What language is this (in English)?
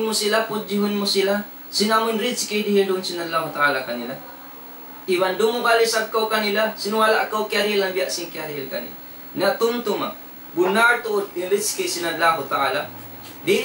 Tausug